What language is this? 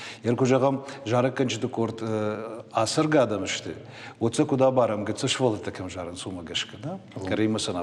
Ossetic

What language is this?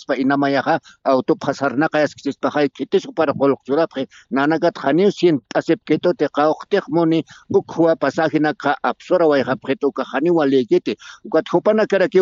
Aymara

